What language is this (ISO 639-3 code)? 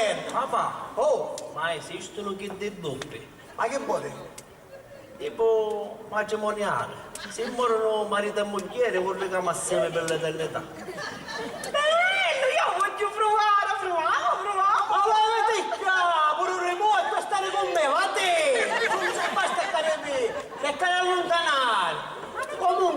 scn